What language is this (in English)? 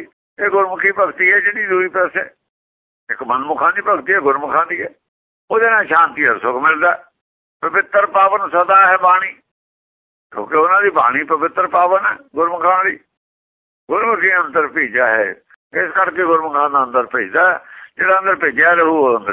Punjabi